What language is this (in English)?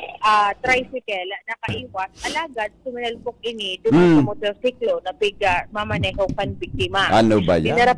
Bikol